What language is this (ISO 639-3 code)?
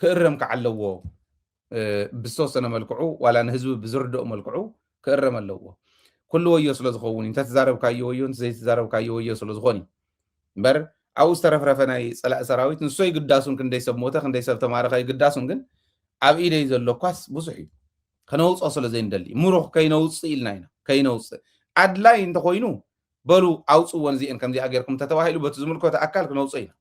tir